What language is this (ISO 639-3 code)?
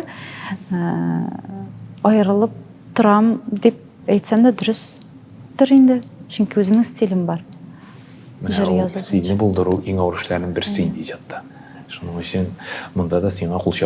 tat